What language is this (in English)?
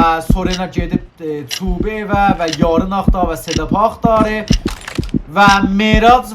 South Azerbaijani